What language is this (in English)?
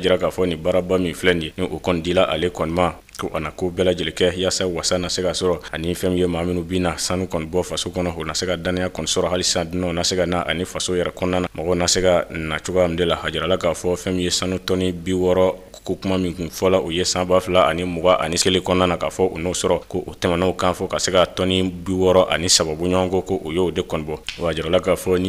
Bambara